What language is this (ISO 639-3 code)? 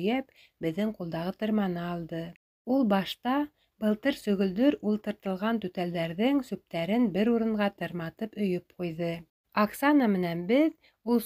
bak